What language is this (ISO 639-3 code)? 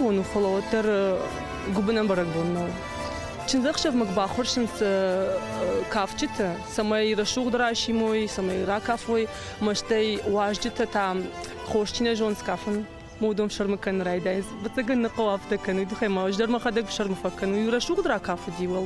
oss